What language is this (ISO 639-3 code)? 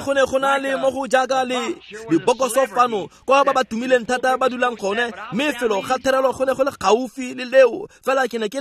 tsn